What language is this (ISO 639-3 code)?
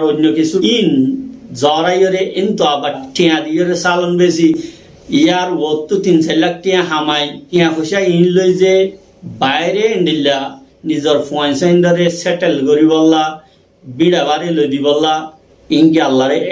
rhg